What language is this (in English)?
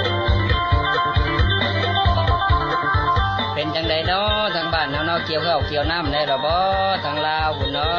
Lao